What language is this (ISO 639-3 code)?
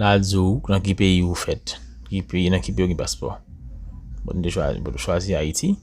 hat